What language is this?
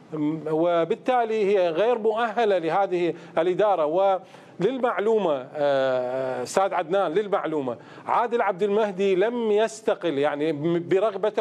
Mesopotamian Arabic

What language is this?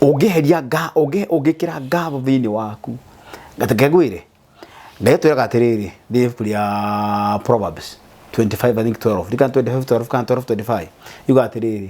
Kikuyu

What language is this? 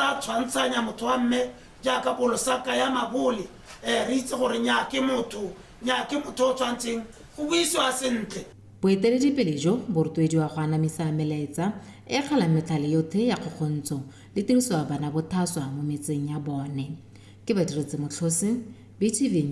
Tswana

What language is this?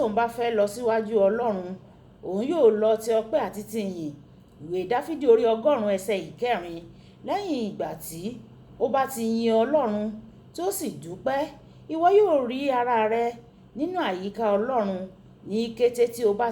Yoruba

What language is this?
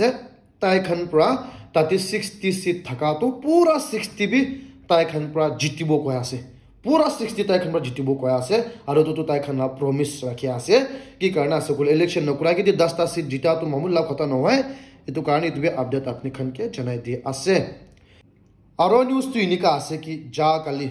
Naga Pidgin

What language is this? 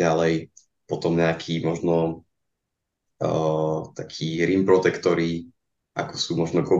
Slovak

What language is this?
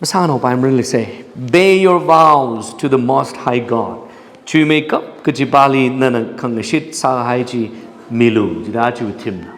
Tangkhul Naga (India)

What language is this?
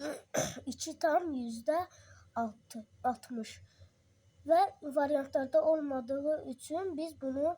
Azerbaijani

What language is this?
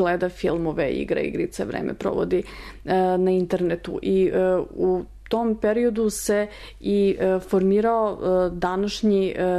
Serbian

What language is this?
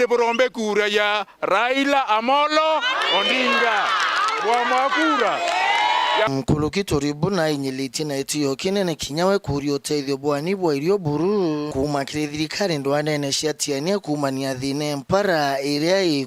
Meru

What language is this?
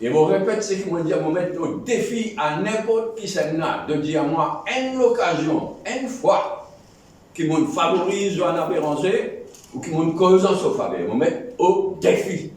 Morisyen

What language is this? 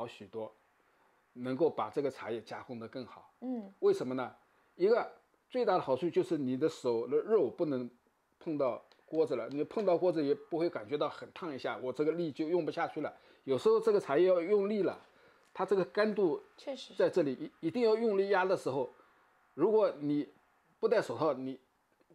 Chinese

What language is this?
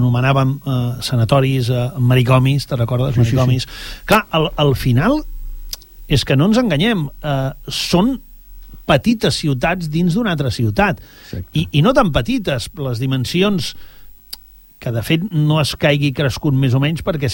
Catalan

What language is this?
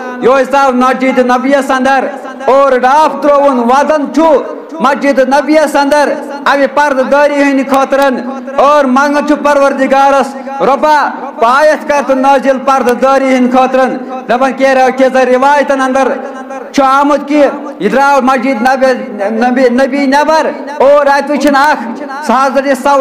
Kashmiri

